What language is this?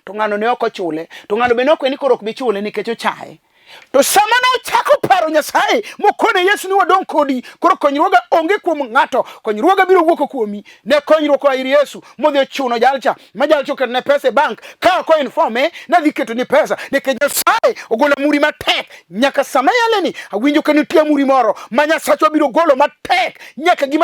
Luo (Kenya and Tanzania)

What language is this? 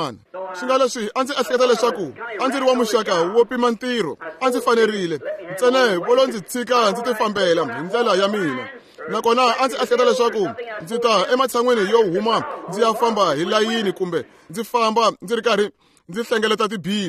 Tsonga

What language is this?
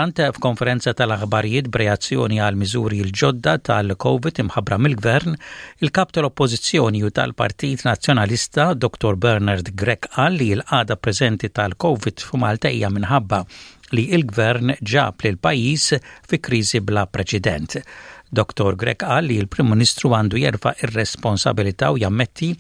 Maltese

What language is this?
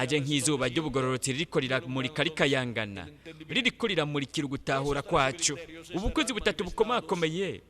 Rundi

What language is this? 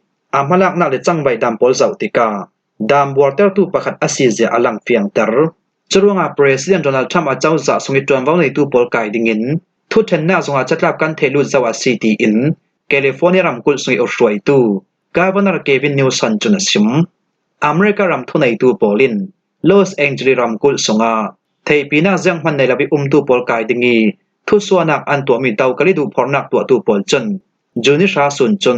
Falam Chin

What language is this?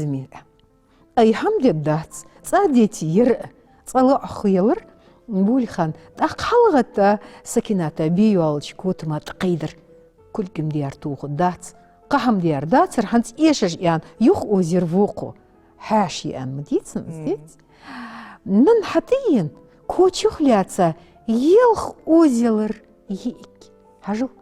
Ingush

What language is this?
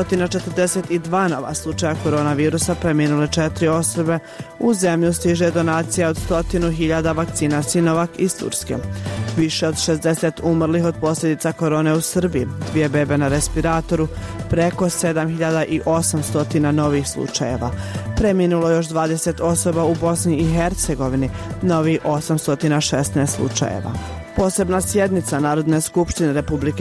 Bosnian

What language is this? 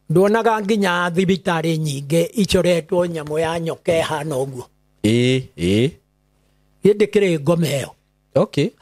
Kikuyu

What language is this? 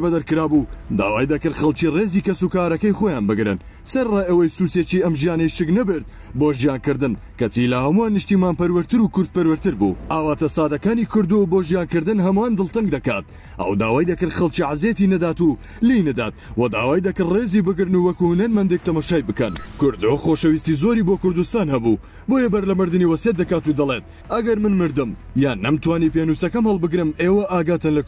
Central Kurdish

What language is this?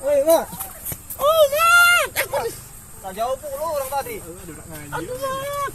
Musi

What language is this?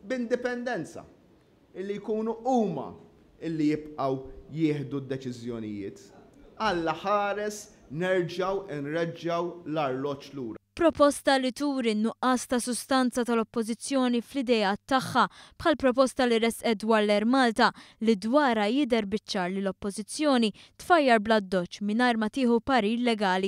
Maltese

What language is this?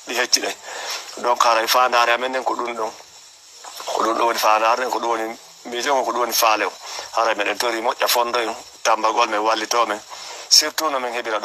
Fula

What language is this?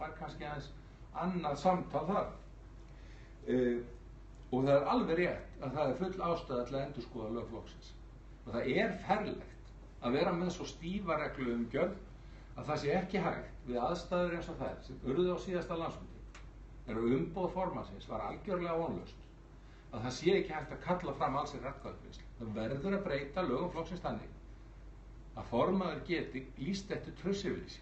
Icelandic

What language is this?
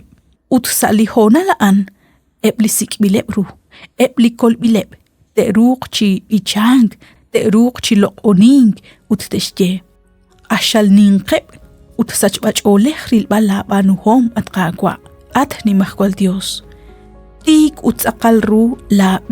Kekchí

